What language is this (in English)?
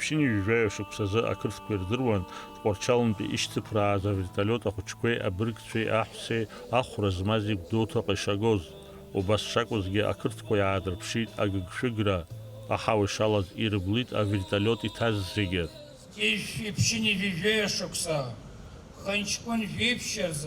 Abkhazian